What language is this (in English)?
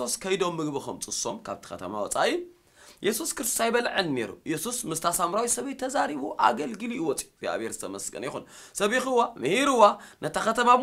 Tigrinya